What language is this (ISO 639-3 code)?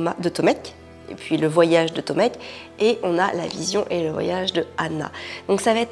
fra